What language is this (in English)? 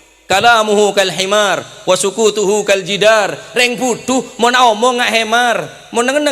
Madurese